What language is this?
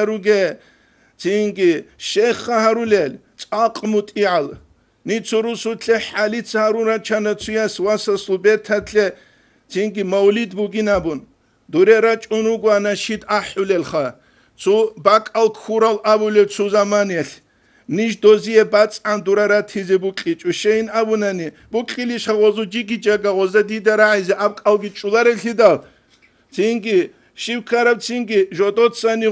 Avaric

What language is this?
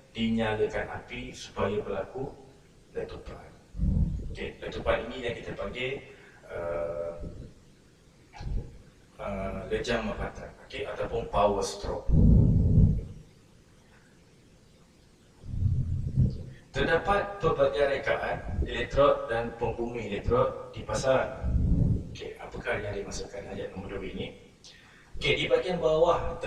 Malay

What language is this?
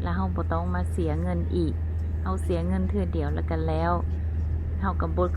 Lao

